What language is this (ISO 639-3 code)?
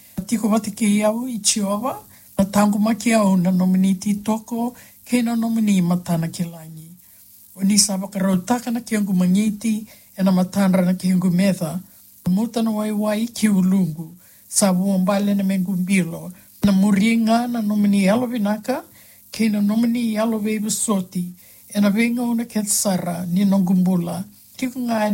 fij